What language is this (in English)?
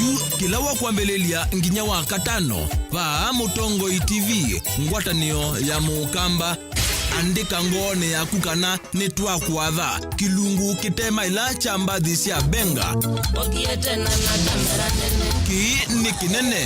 Kamba